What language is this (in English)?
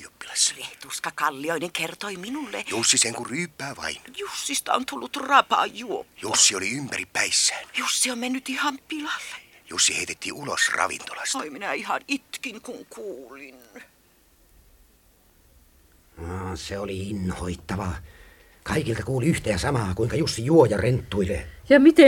Finnish